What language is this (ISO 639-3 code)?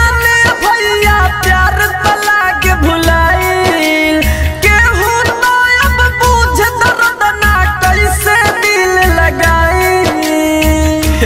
bho